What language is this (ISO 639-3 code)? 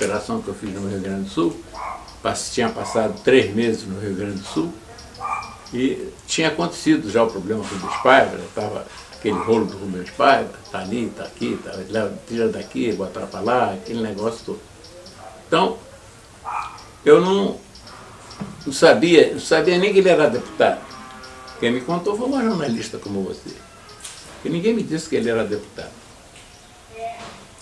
por